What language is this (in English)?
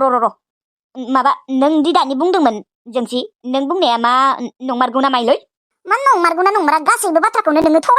Bodo